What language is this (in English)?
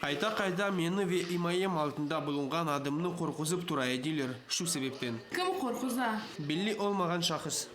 Crimean Tatar